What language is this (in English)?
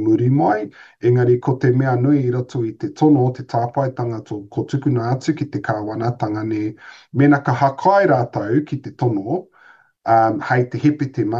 Māori